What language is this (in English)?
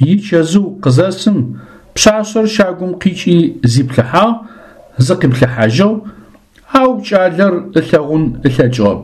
Adyghe